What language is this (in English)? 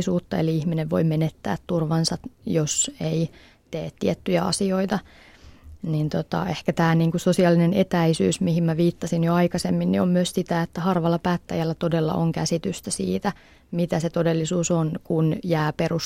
Finnish